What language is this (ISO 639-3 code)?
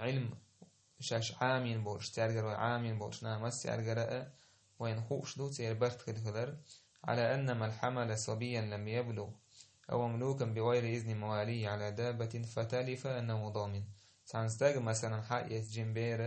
che